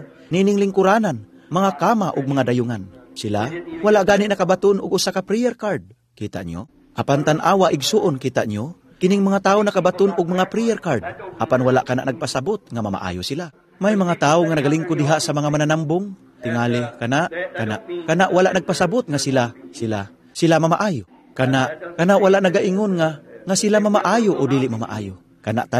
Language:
Cebuano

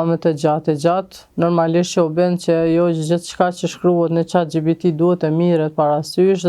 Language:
Albanian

